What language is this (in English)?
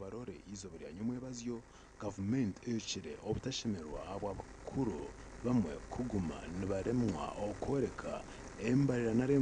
Nyankole